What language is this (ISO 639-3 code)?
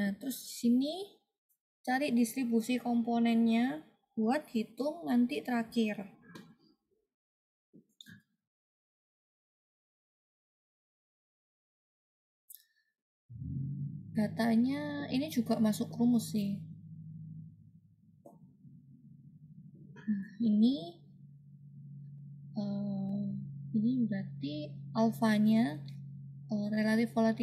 ind